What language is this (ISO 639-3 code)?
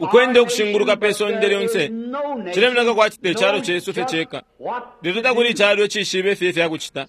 bem